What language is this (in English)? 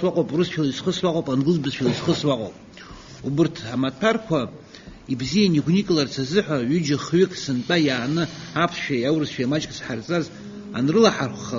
Abkhazian